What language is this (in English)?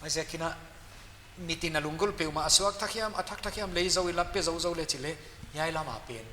Paite Chin